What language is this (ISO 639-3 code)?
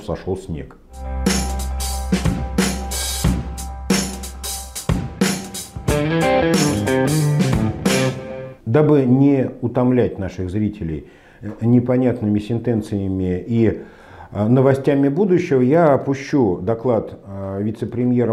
rus